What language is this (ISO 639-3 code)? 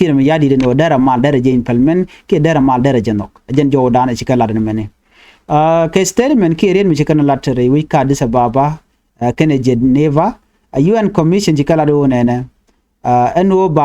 nus